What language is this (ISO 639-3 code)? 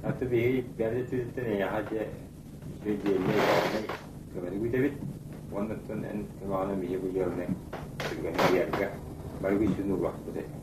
sah